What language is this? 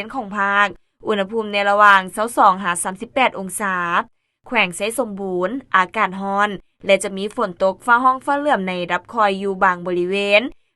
Lao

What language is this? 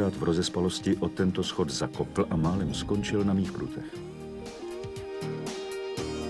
Czech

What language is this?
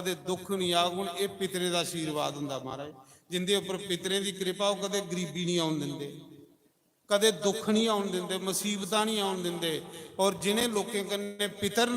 Dogri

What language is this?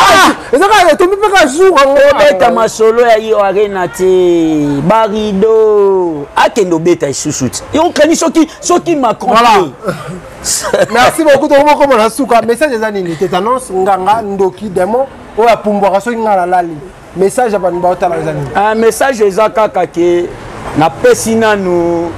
Lingala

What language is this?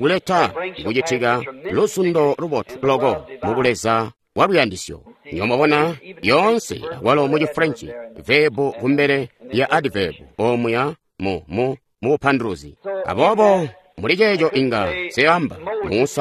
Tonga (Zambia)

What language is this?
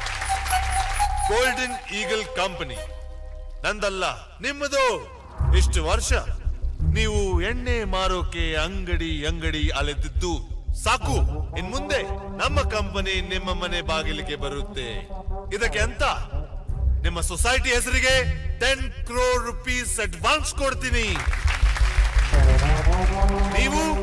Kannada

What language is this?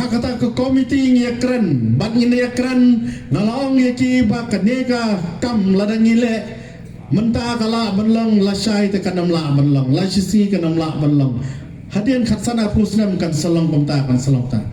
Khasi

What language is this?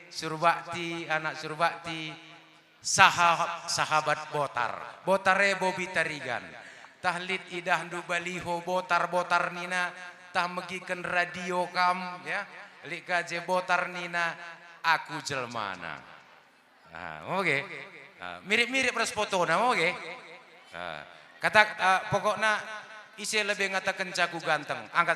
Batak Karo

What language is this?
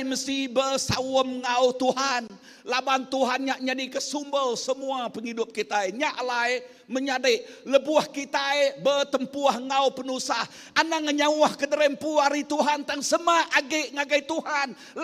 Iban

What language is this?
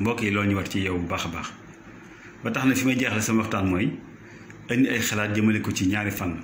Wolof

